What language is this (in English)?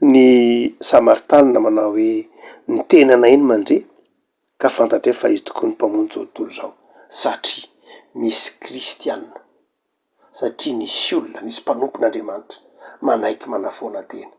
Malagasy